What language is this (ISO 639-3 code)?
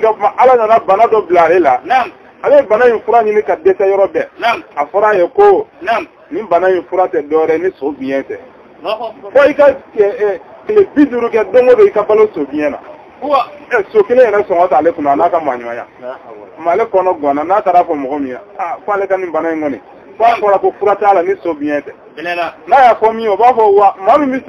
bam